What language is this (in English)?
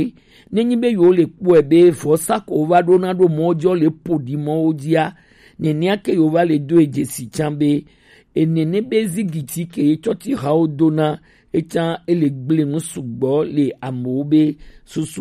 Gen